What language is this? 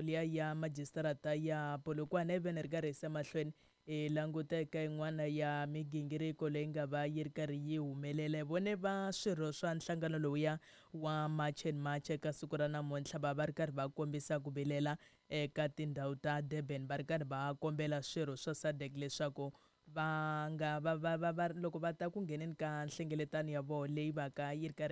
Tsonga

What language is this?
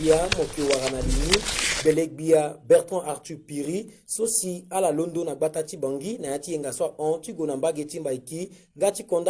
Sango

